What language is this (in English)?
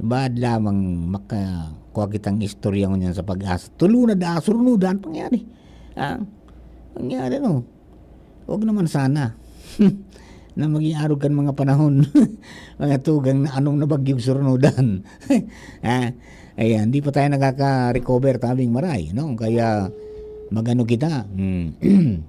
Bikol